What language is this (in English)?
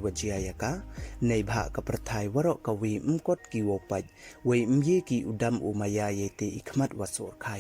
Pnar